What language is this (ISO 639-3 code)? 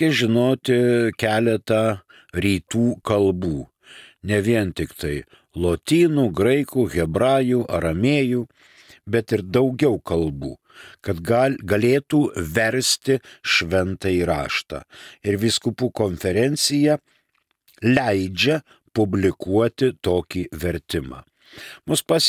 lit